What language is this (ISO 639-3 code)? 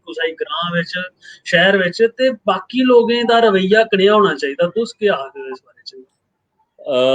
doi